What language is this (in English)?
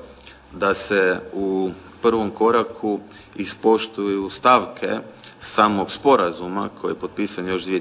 Croatian